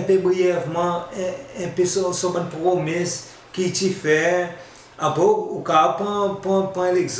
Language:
Seselwa Creole French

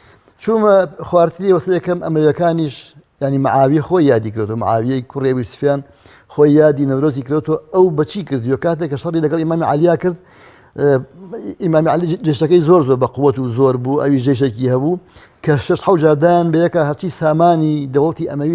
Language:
Central Kurdish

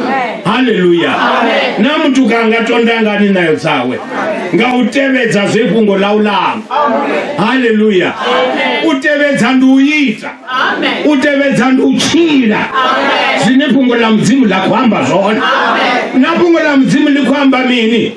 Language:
Venda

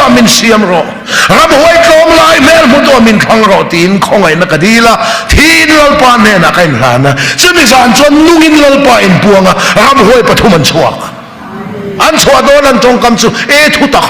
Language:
Mizo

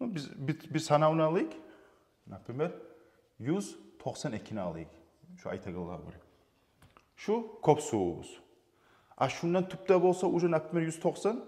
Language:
Kumyk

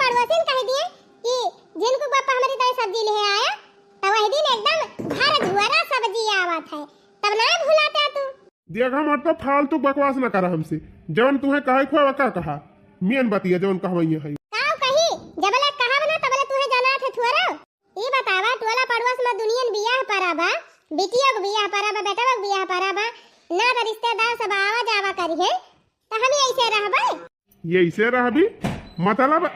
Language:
Awadhi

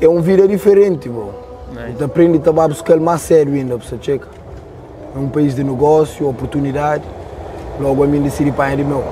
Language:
Kabuverdianu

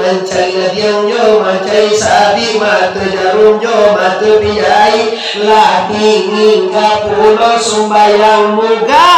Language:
Minangkabau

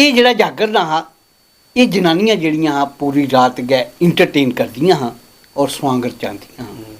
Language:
Dogri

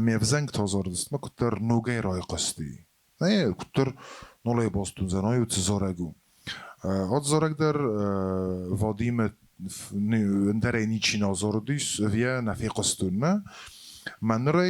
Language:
Ossetic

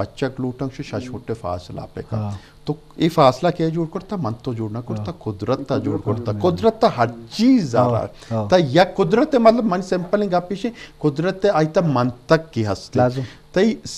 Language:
Eastern Balochi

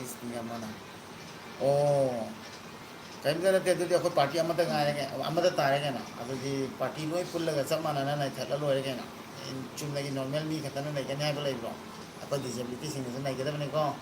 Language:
Manipuri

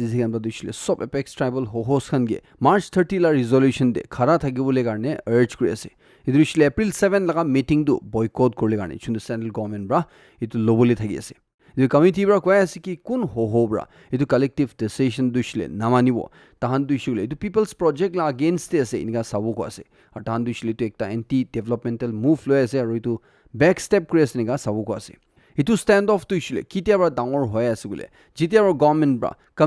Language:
Naga Pidgin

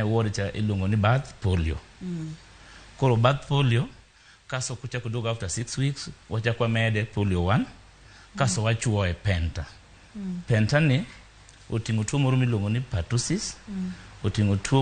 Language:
Luo (Kenya and Tanzania)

